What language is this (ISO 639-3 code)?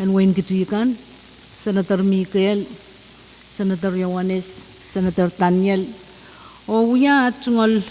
pon